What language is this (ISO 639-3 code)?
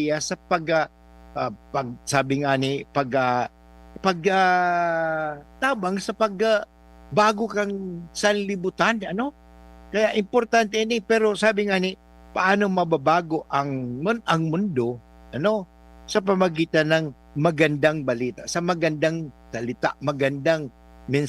bik